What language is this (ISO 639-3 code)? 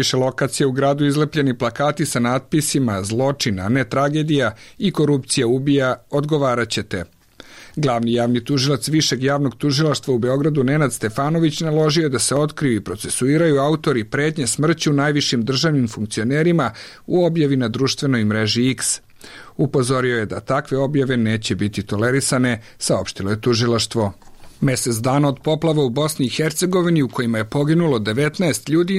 srp